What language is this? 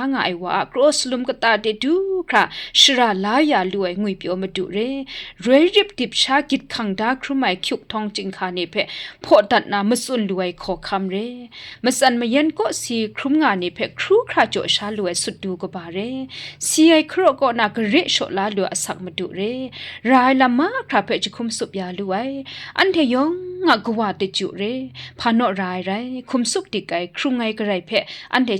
Kachin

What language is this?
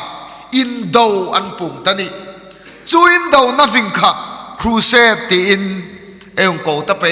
Hmar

